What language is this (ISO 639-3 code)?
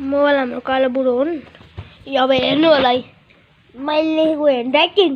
nep